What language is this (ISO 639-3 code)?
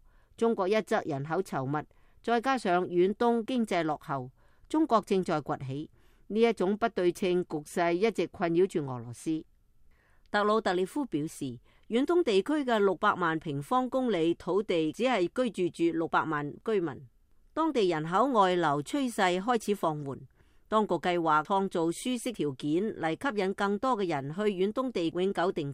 yue